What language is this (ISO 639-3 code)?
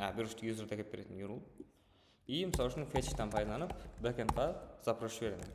kaa